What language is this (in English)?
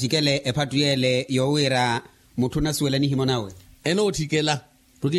Makhuwa